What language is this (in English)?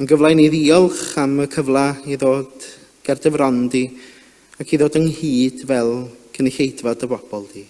Welsh